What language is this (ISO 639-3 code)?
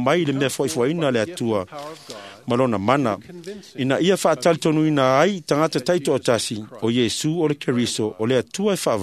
smo